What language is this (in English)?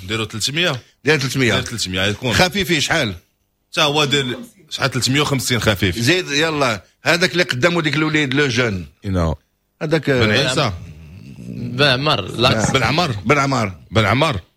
Moroccan Arabic